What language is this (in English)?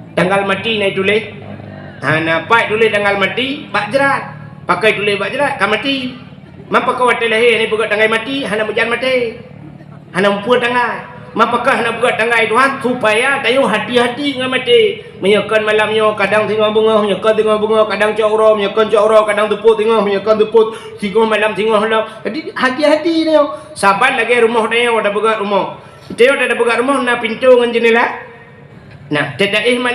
Achinese